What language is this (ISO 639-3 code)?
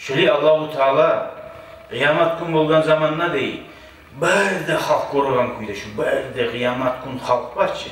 kum